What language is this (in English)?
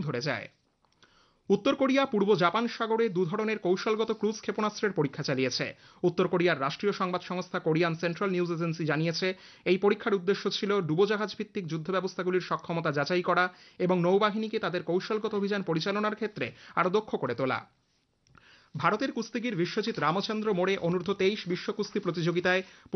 Bangla